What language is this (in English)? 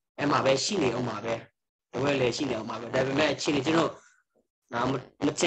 Burmese